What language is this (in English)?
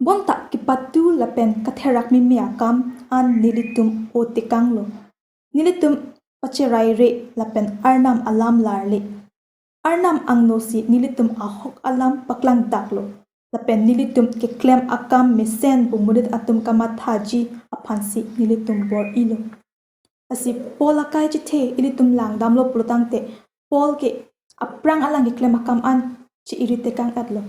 Karbi